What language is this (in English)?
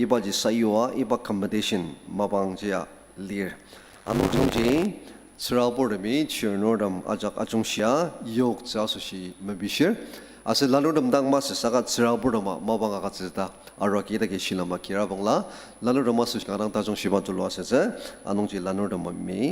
Ao Naga